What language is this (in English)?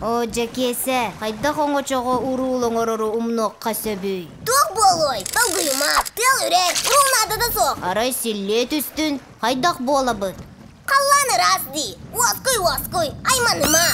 Yakut